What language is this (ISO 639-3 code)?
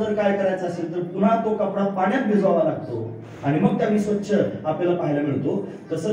mar